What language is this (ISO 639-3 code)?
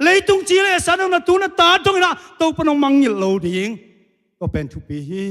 ctd